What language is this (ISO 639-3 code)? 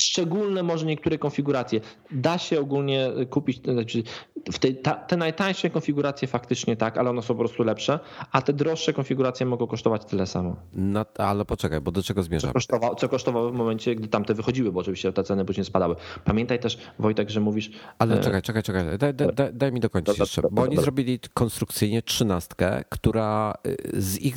pol